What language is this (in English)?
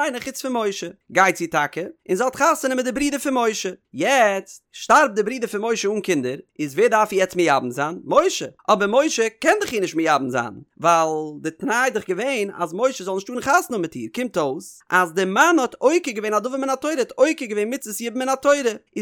Yiddish